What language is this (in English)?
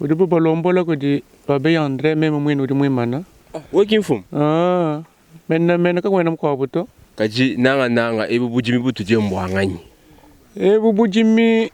Luba-Lulua